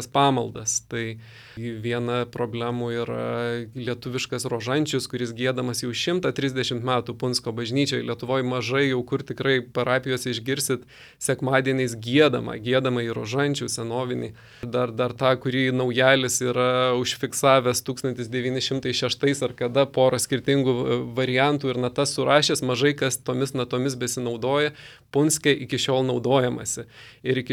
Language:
Lithuanian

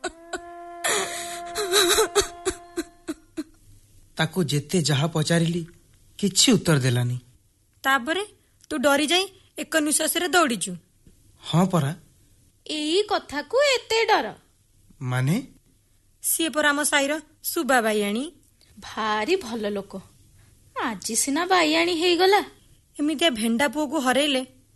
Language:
Odia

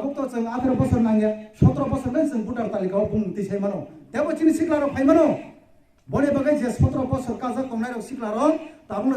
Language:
Kok Borok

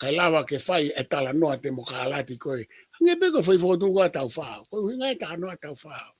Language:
Tongan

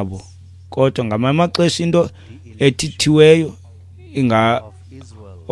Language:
Xhosa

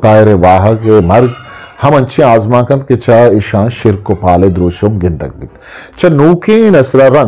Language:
Eastern Balochi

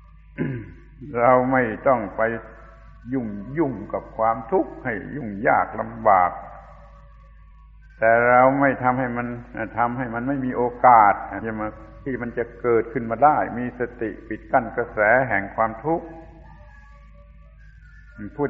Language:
Thai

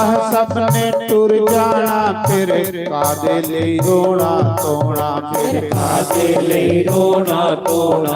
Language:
Dogri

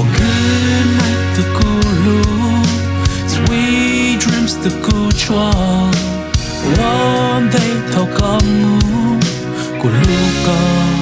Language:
Hmong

